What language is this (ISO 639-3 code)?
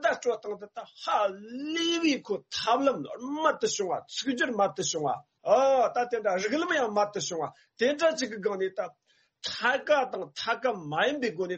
bod